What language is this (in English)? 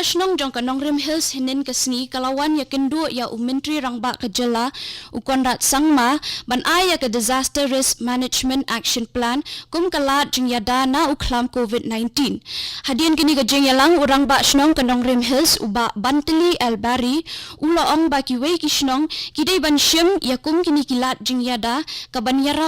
Khasi